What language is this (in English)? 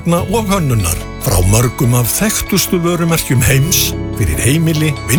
Icelandic